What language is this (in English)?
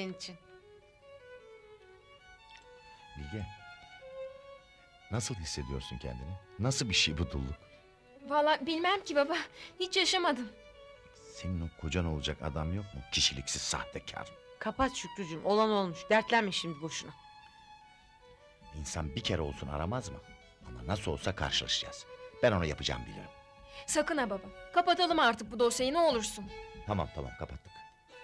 Turkish